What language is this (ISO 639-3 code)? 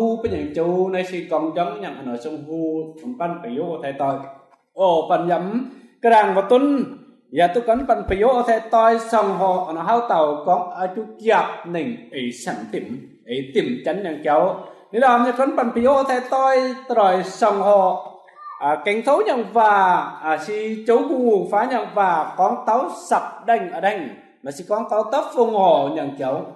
mji